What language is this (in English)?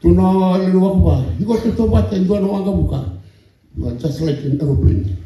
Fijian